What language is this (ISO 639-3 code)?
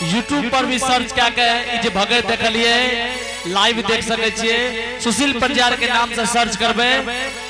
anp